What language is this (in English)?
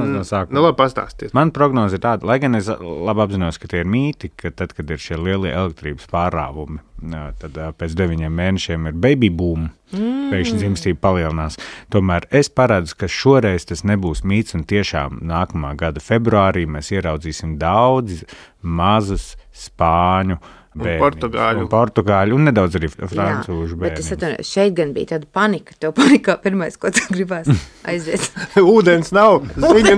Latvian